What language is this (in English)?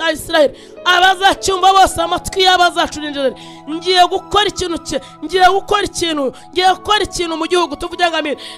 Kinyarwanda